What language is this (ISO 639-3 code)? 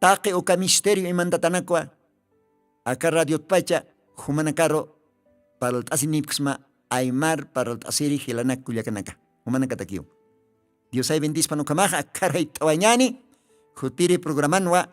aym